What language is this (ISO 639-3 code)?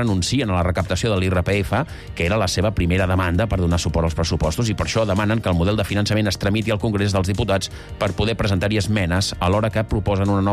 cat